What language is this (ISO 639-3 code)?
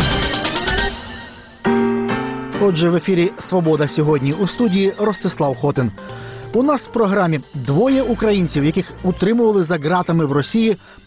ukr